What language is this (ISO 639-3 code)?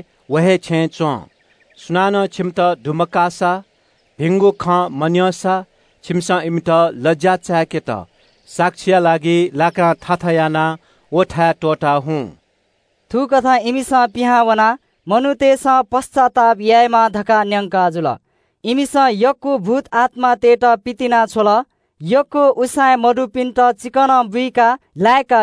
new